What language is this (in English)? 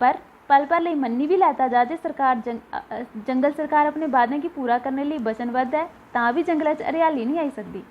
Dogri